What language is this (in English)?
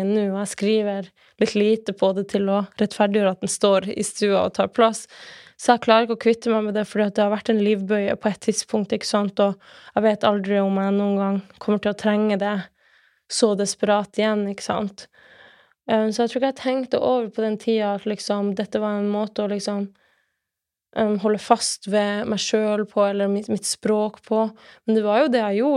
Norwegian